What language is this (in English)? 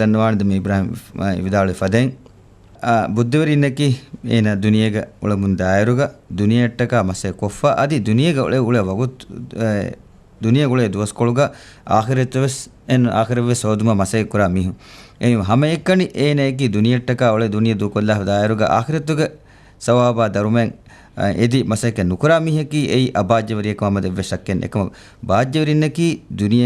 Divehi